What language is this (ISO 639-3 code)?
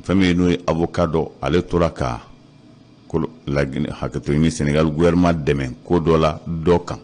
bam